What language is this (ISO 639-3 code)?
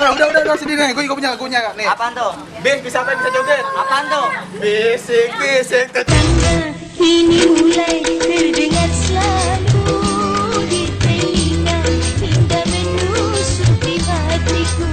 bew